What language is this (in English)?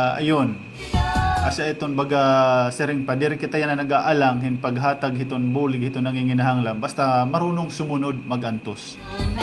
Waray